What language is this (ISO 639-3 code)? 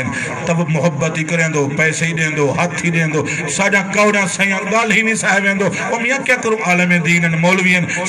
skr